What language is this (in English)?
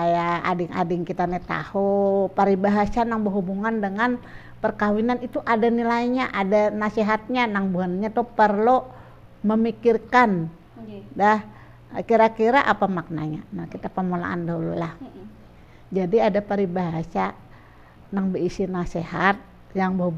Banjar